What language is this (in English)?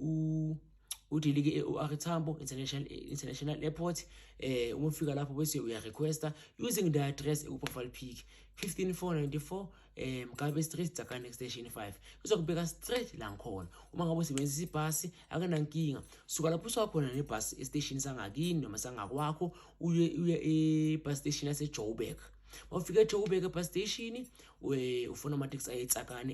Zulu